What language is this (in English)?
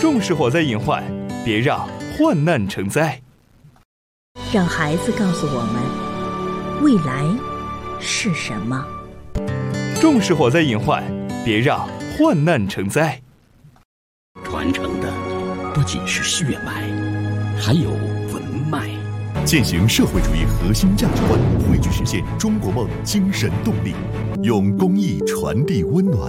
Chinese